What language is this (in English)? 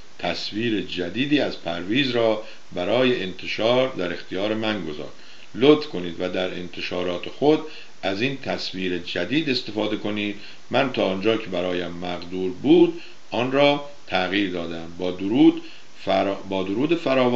Persian